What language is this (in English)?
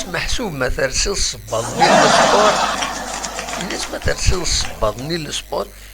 Kabyle